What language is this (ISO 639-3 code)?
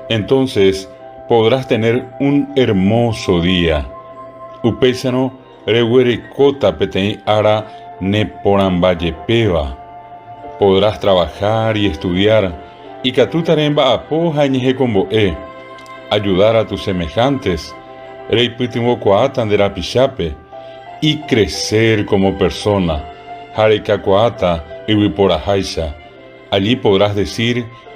grn